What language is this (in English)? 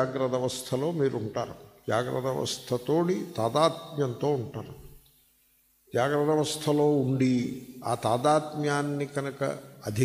Telugu